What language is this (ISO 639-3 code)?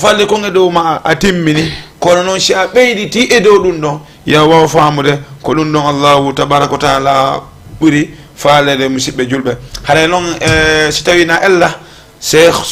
ful